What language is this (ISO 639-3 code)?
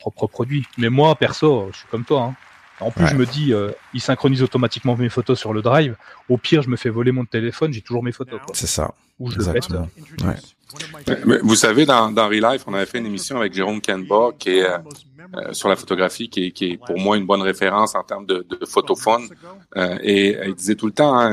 fra